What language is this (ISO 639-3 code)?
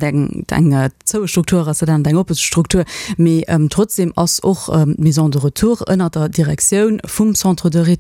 ltz